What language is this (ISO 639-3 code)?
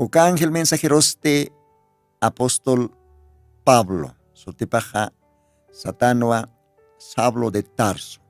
aym